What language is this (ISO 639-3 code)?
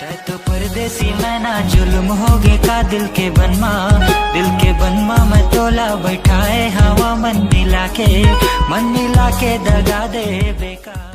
hne